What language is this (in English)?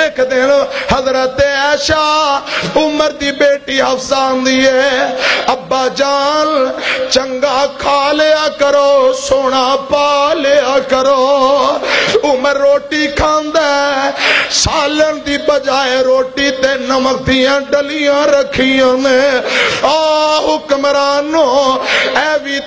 Western Panjabi